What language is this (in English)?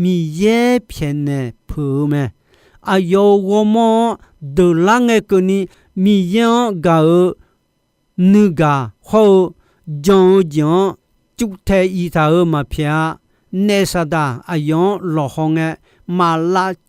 Akha